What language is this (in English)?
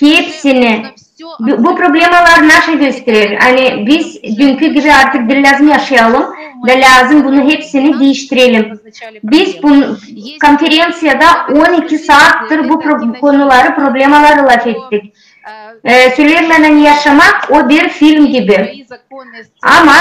Gagauz